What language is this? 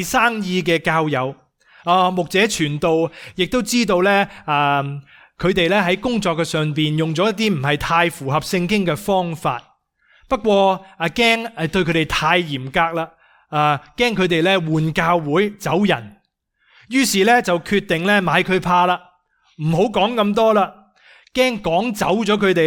Cantonese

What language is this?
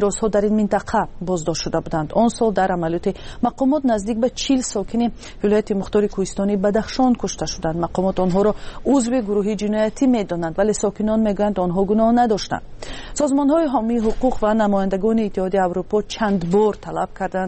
Persian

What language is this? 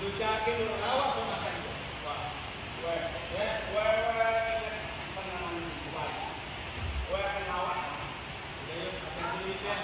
Betawi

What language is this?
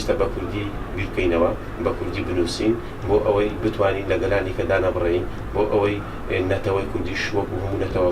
Central Kurdish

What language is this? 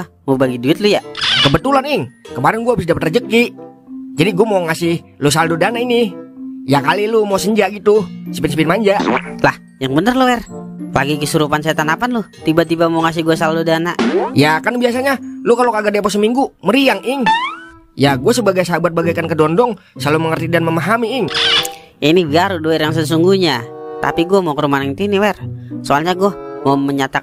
Betawi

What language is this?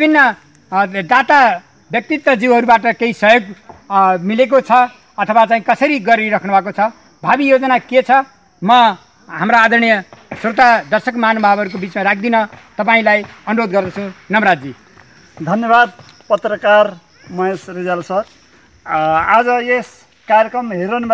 Nepali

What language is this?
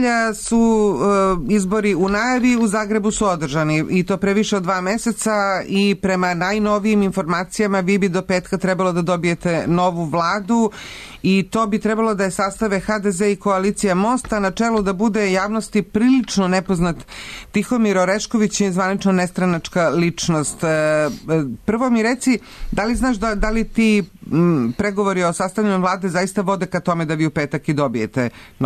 Serbian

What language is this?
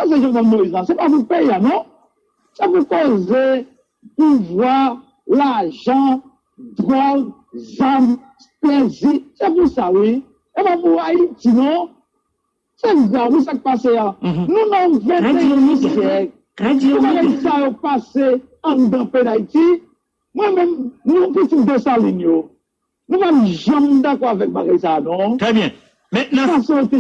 Haitian Creole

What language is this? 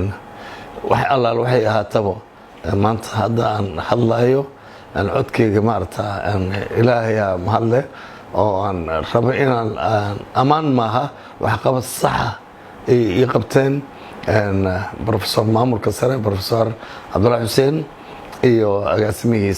Somali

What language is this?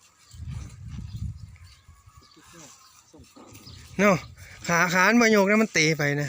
Northeastern Thai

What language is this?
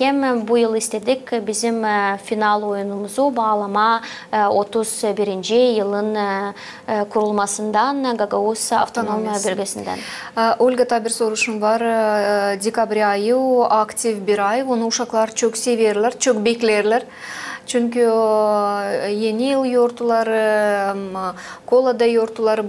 Gagauz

